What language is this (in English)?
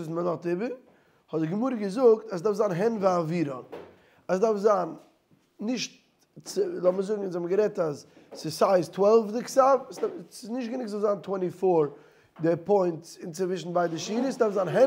Yiddish